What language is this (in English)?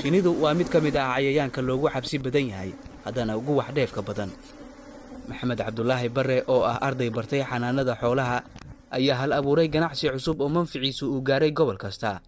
Somali